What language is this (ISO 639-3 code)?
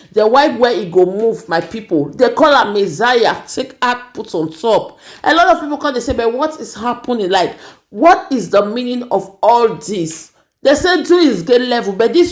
pcm